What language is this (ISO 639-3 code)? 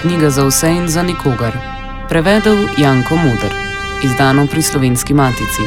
slv